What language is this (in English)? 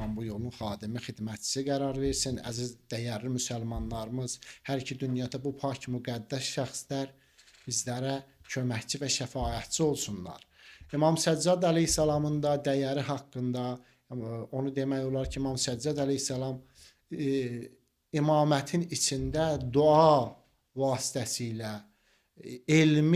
Azerbaijani